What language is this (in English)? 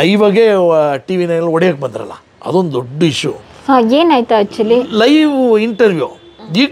Kannada